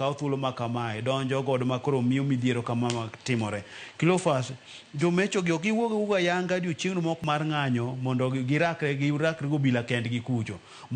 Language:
Luo (Kenya and Tanzania)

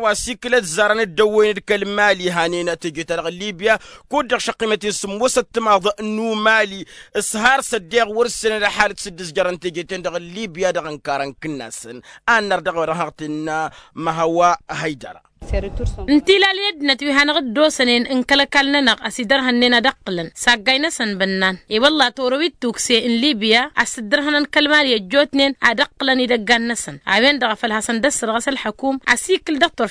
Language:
Tamasheq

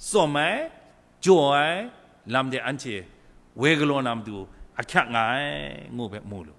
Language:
Kachin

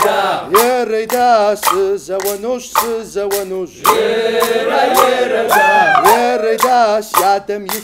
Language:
Kabardian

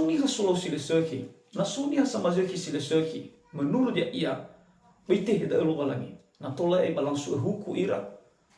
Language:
Nias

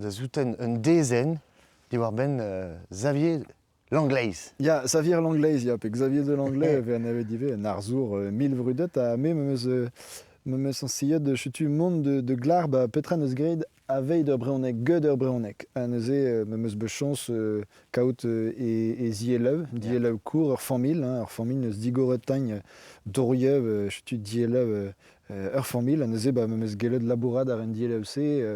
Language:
Breton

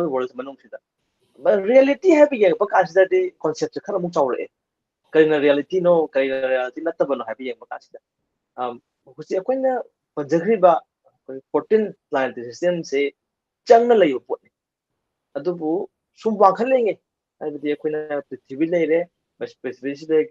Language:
Manipuri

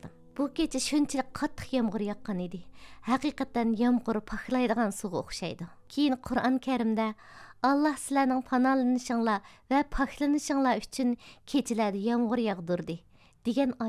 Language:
Uyghur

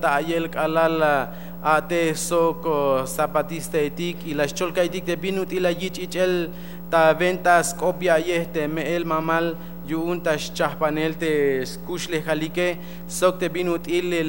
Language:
Tzeltal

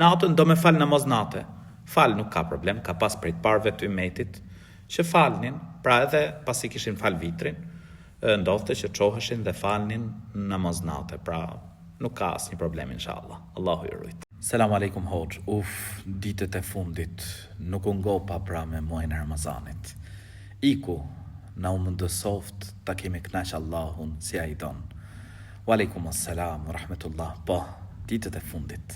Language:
Albanian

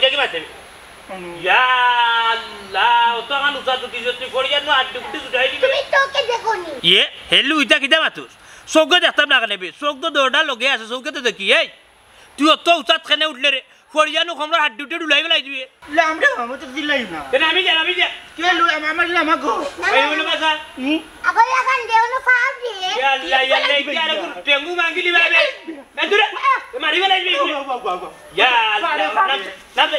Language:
Sylheti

